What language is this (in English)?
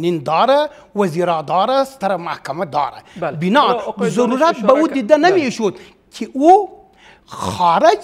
Persian